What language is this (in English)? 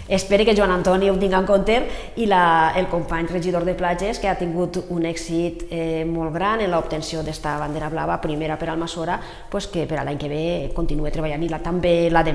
Catalan